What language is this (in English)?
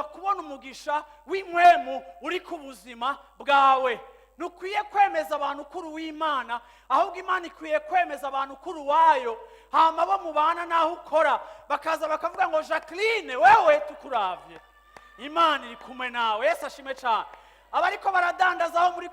Rundi